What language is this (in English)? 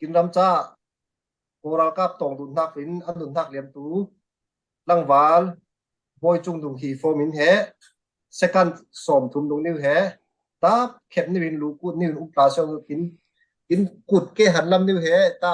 Falam Chin